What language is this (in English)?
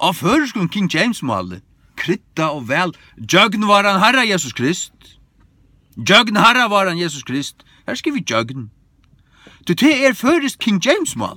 Faroese